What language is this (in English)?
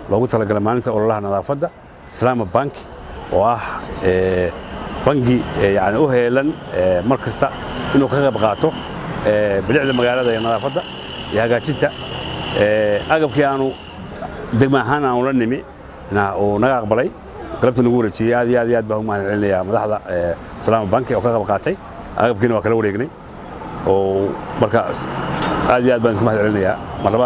Somali